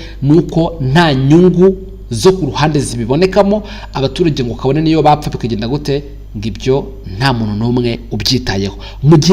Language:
Kinyarwanda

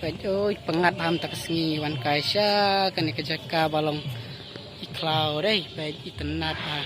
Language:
Khasi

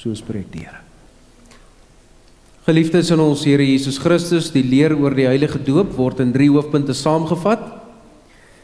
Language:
Afrikaans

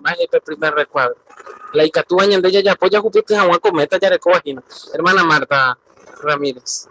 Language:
Guarani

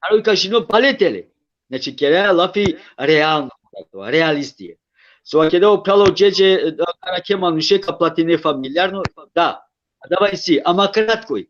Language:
Balkan Romani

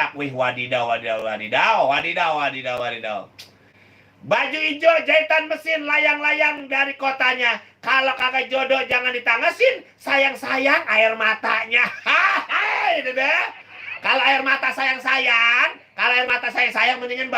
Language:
Betawi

